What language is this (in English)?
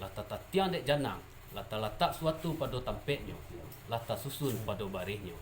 Minangkabau